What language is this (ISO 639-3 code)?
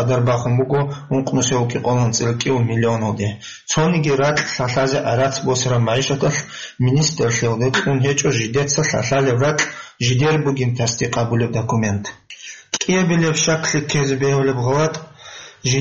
ava